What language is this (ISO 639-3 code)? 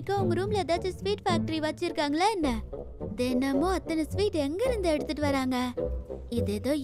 tam